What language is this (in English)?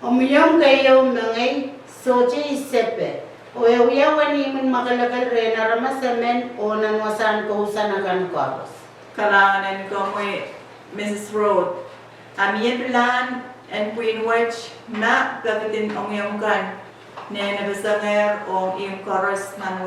Pohnpeian